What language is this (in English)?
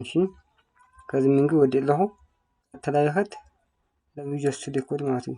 Tigrinya